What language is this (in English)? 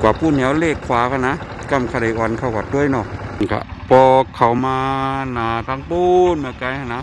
Shan